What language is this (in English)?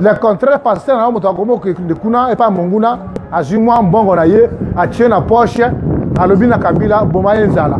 Lingala